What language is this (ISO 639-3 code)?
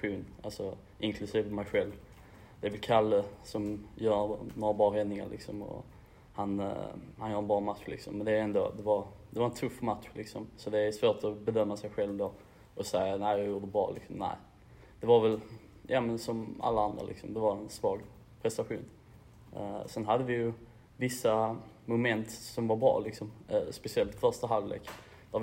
swe